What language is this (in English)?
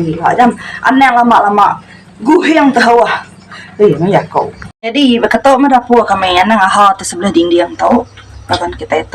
Iban